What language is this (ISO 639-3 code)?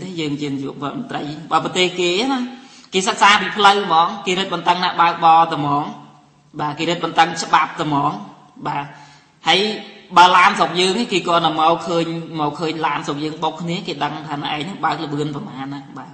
khm